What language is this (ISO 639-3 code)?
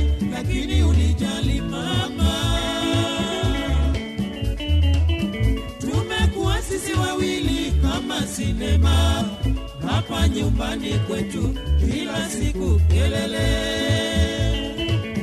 swa